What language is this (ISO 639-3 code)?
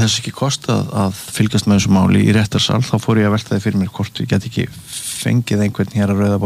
isl